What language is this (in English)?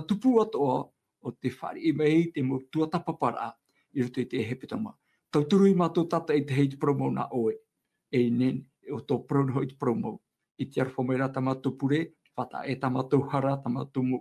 Tahitian